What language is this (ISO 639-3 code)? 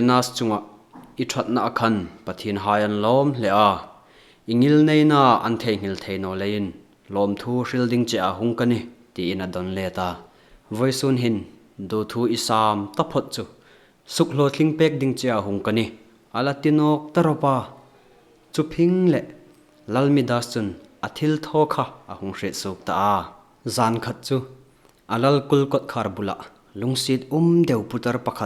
hmr